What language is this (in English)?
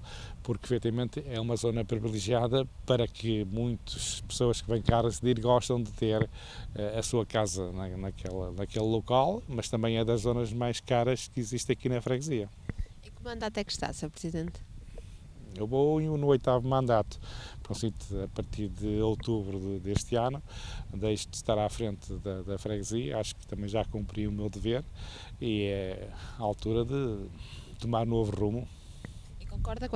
Portuguese